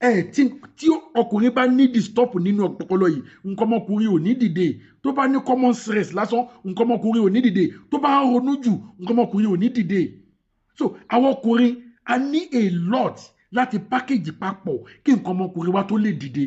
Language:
Yoruba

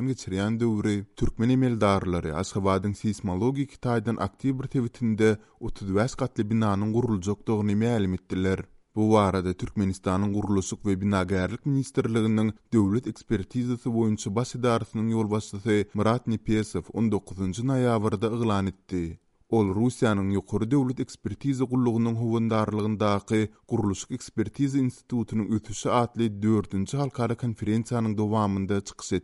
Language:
Turkmen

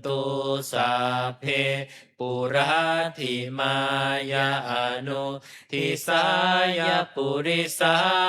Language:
Pali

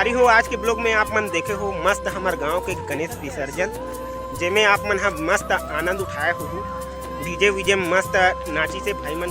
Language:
Chhattisgarhi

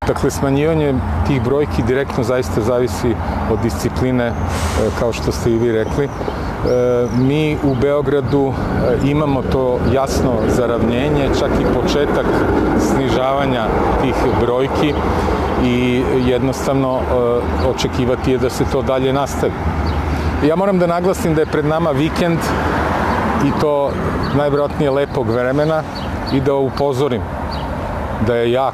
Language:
Serbian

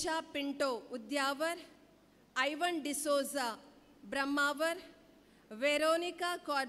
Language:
Konkani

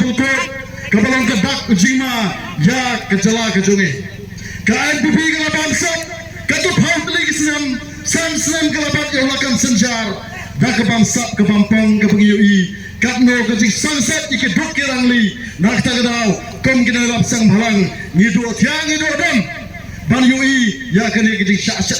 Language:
Khasi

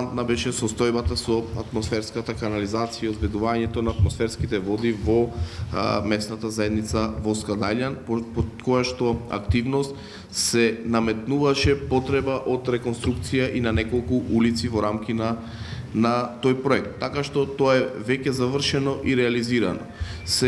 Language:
Macedonian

